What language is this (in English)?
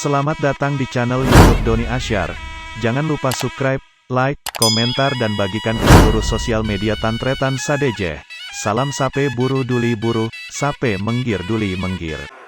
Madurese